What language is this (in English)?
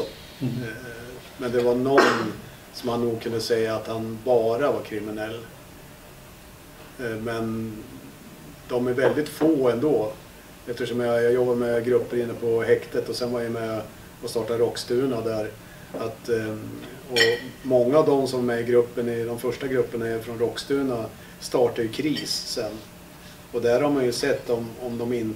Swedish